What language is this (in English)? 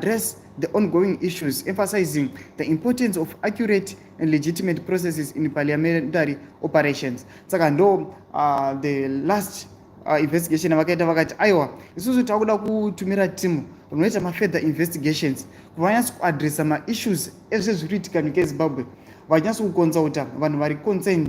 Shona